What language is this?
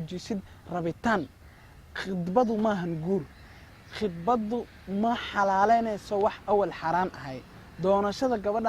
Somali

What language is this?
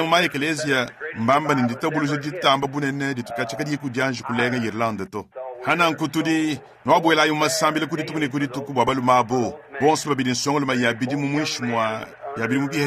Luba-Lulua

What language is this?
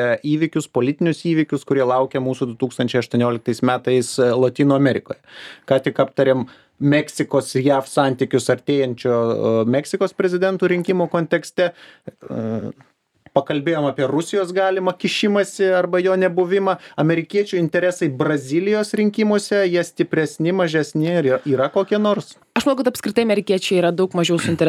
Lithuanian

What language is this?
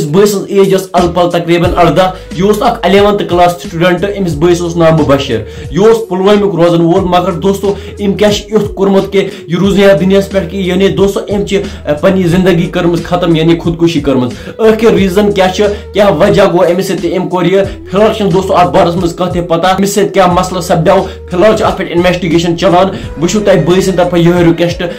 Kashmiri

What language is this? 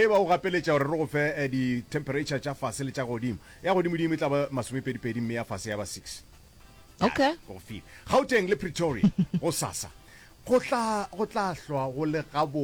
Northern Sotho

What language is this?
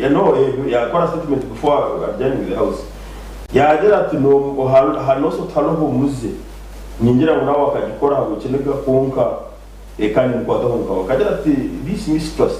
Nyankole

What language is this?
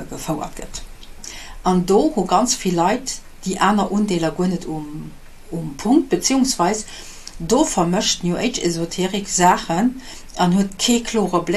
Luxembourgish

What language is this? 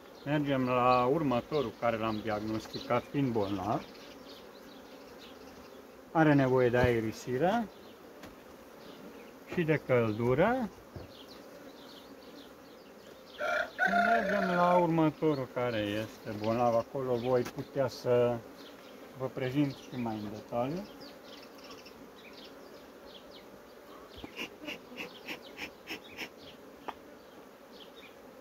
Romanian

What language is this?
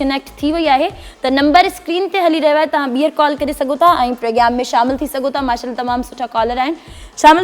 Sindhi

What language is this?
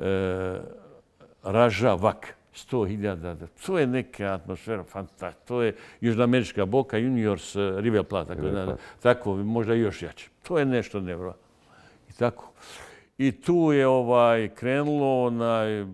Bosnian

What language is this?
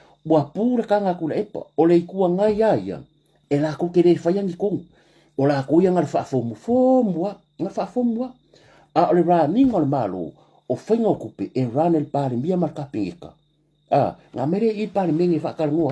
Samoan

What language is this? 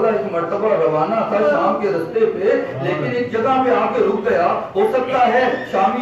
Urdu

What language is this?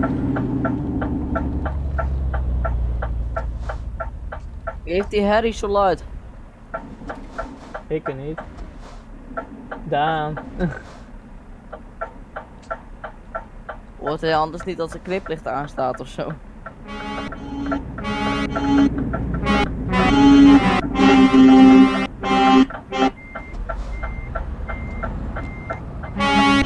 Dutch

